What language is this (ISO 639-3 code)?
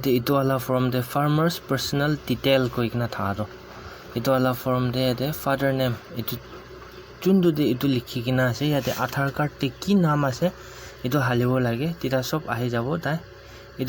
nag